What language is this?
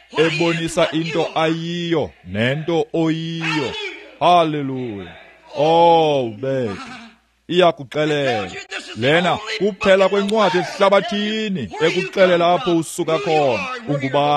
Xhosa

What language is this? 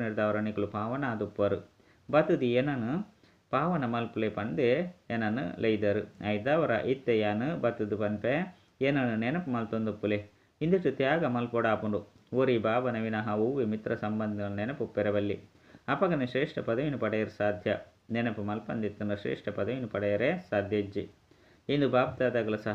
Tulu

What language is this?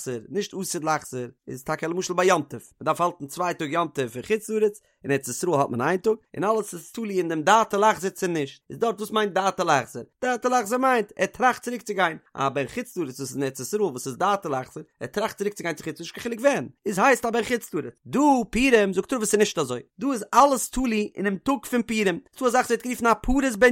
Yiddish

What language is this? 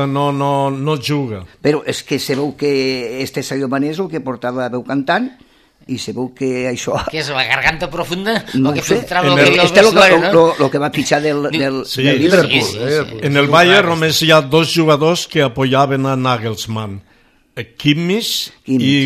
Catalan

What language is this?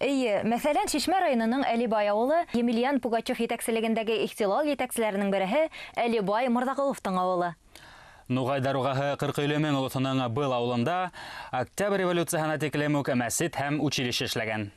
Bashkir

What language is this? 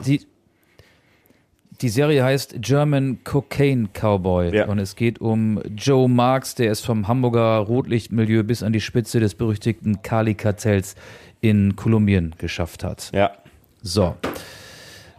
German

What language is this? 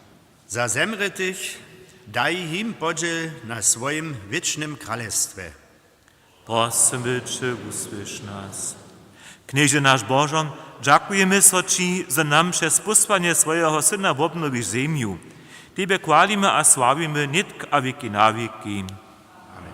Upper Sorbian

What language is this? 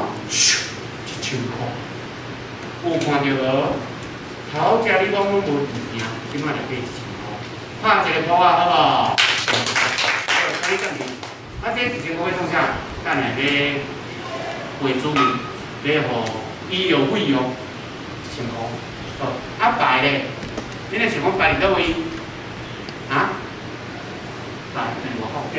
Min Nan Chinese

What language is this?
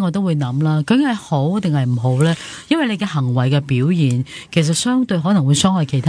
Cantonese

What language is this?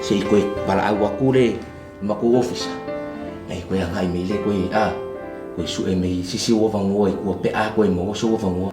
Samoan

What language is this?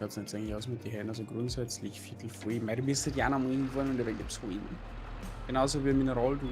Bavarian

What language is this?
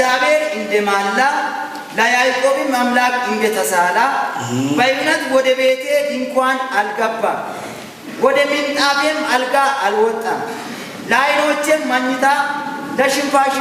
Amharic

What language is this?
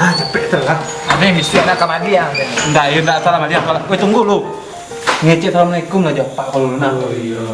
Minangkabau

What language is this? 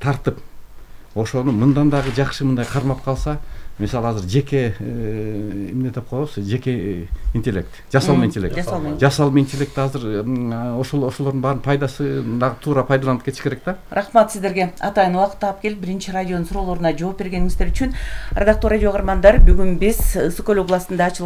Kyrgyz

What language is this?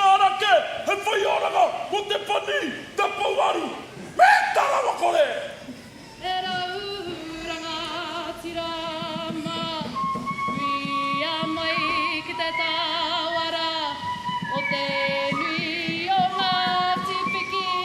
Māori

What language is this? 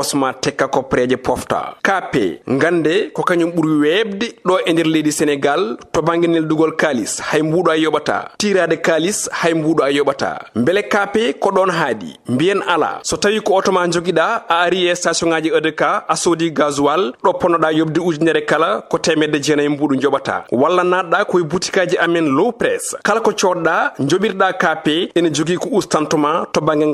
Fula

